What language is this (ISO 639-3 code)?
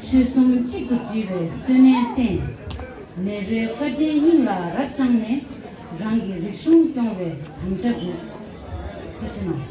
bod